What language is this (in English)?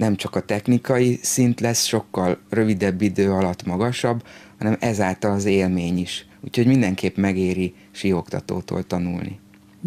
Hungarian